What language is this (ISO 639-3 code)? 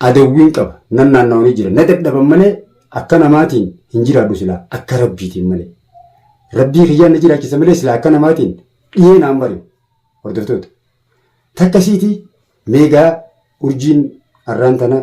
orm